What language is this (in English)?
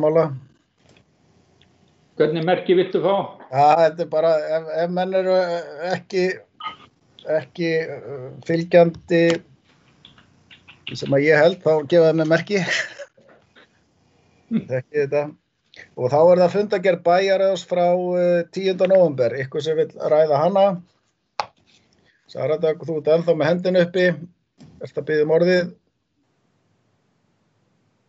Icelandic